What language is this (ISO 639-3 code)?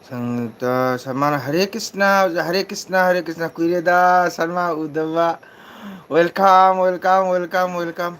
mni